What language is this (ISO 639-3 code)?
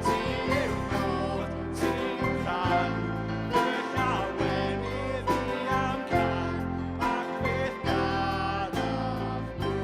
cym